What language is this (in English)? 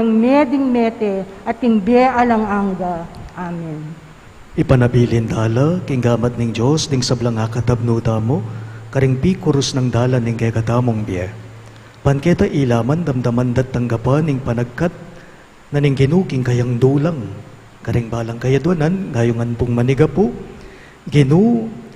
Pampanga